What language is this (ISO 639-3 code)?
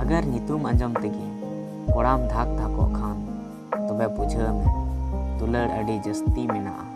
sat